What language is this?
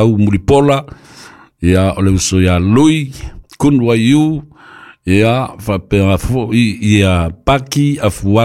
Samoan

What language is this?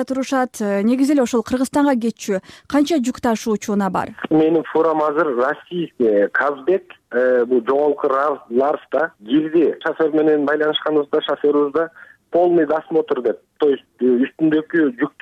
Kyrgyz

